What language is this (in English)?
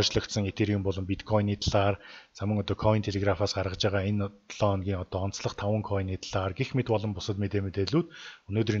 Mongolian